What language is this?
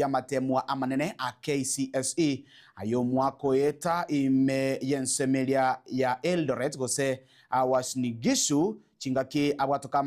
Gusii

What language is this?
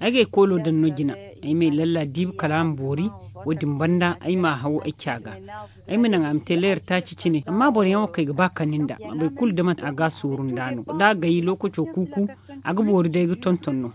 Zarma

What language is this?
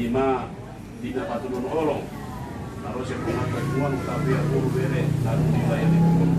Batak Toba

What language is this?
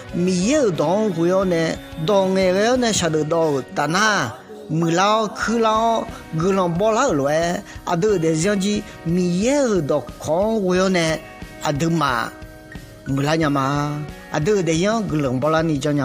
Akha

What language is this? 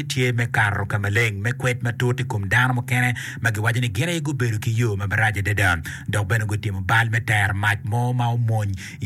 Acoli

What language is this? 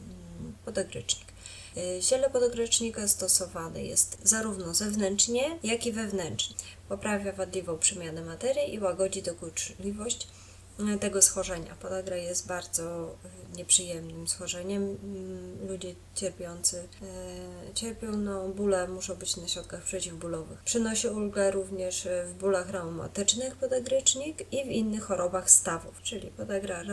Polish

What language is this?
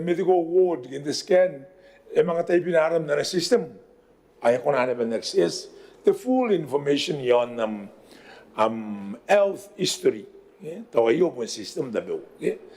Gilbertese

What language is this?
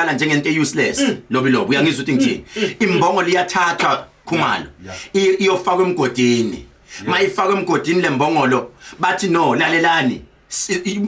Zulu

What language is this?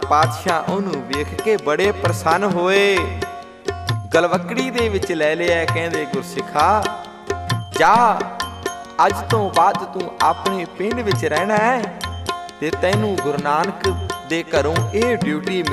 Punjabi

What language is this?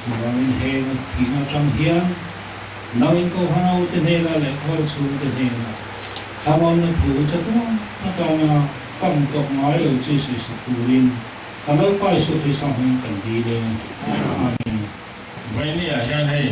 Mizo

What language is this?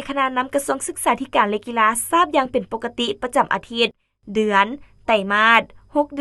Lao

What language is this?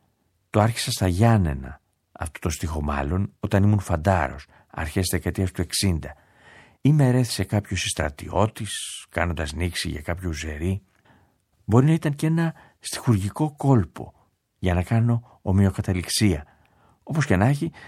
Greek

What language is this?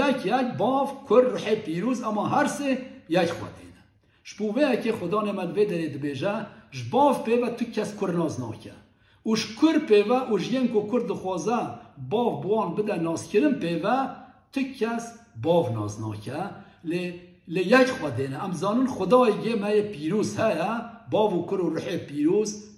Kurdish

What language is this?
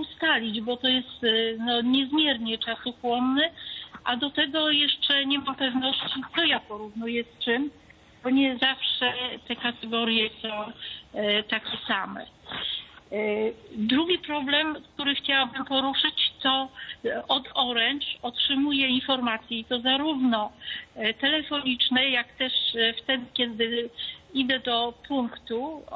Polish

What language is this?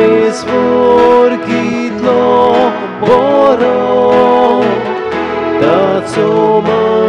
Konkani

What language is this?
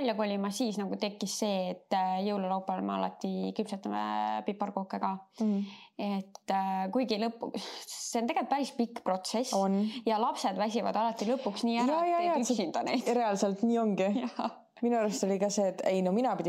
Estonian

